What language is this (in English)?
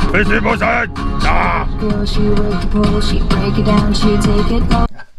Danish